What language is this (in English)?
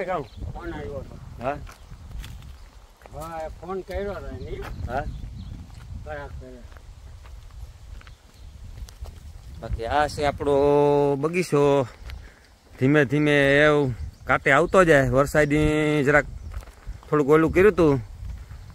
Gujarati